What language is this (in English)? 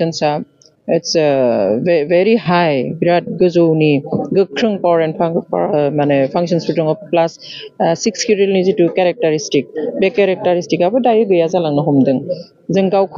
Bodo